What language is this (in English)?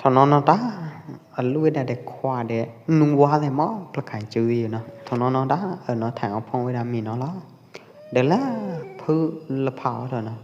Pwo Eastern Karen